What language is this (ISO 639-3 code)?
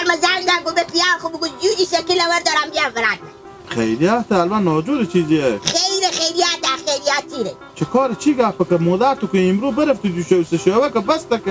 haz